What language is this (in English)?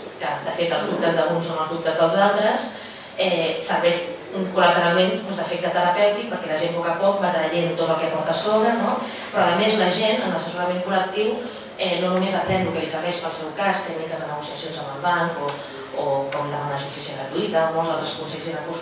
Catalan